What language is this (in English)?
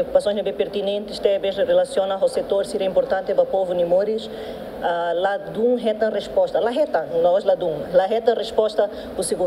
Tetum